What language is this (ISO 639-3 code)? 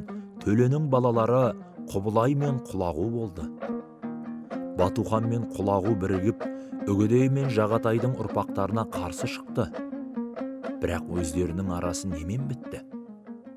kaz